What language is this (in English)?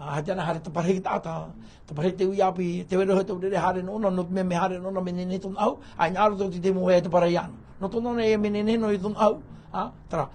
Tahitian